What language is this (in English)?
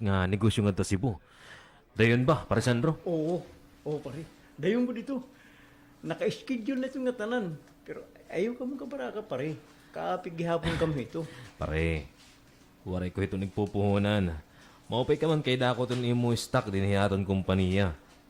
Waray